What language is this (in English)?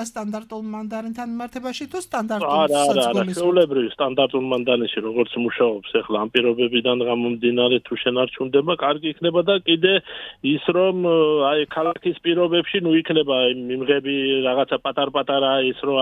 Georgian